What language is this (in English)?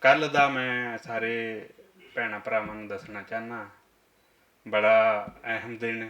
Western Panjabi